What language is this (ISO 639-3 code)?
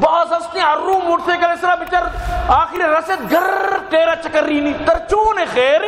bal